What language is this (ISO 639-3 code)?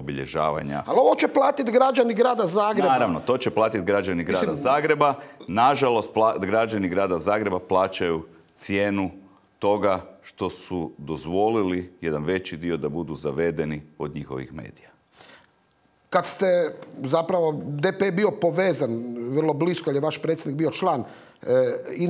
hrv